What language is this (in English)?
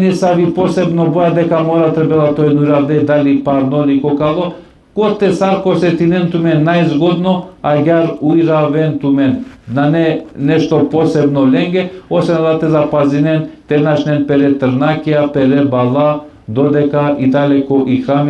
Balkan Romani